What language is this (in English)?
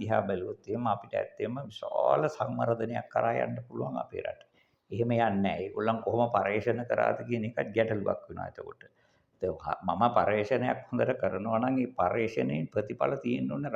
Sinhala